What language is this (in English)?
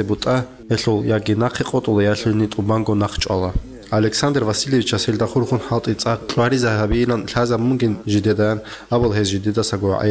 Avaric